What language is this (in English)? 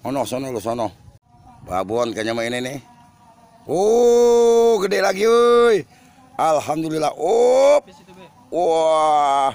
Betawi